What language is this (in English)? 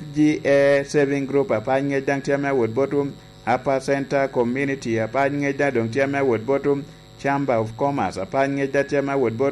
Lango (Uganda)